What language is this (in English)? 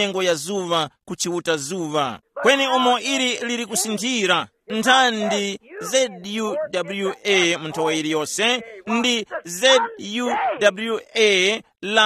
Tumbuka